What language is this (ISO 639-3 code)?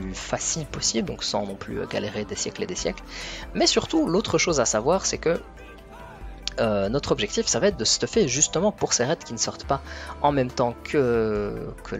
fra